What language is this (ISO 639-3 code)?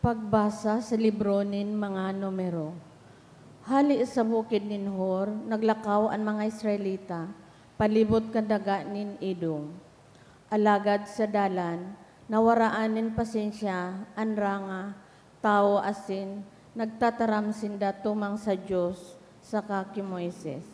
bik